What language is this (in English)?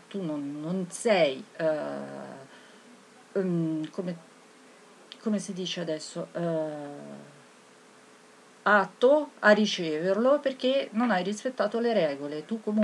Italian